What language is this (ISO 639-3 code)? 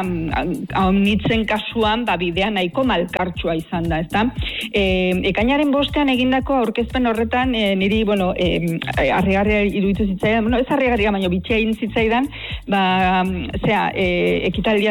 eus